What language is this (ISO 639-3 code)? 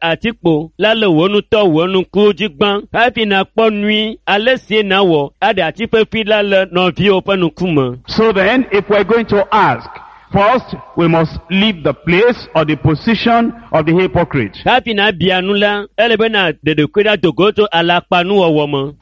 ewe